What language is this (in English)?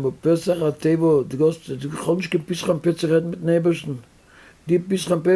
Yiddish